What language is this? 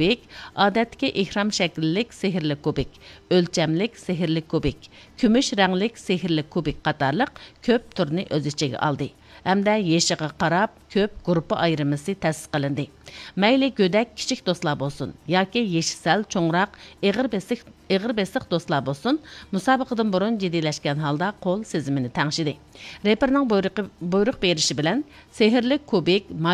Uyghur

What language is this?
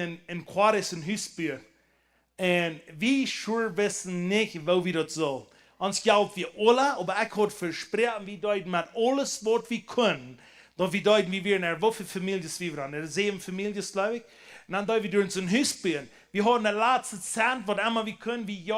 Plautdietsch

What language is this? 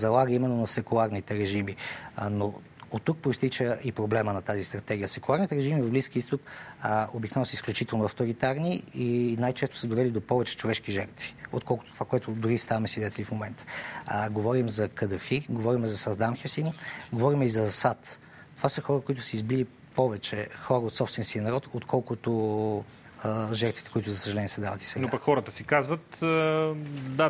Bulgarian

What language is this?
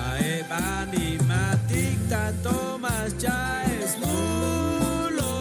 Chuj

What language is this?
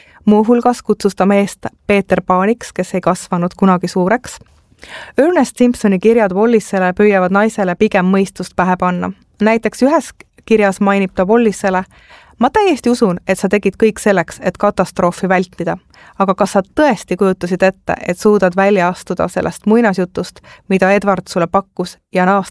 Estonian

